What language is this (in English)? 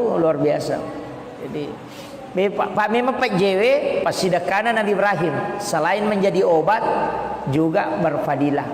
Buginese